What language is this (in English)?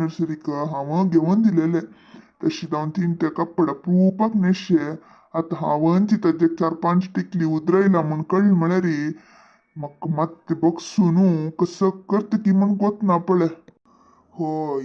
Konkani